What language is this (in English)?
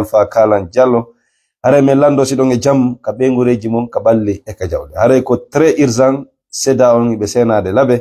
Fula